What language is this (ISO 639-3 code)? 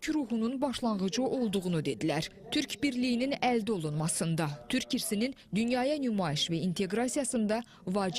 aze